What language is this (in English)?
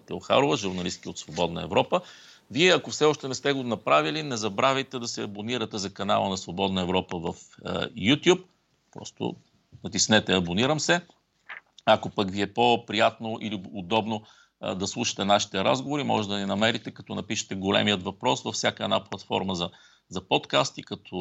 Bulgarian